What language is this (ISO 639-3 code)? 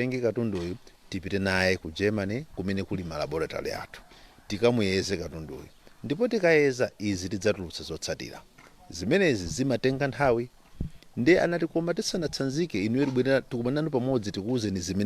nya